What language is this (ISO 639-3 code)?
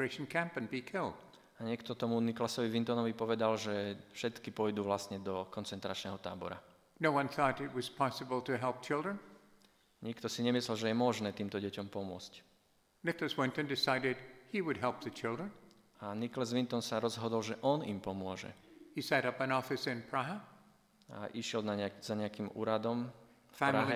slk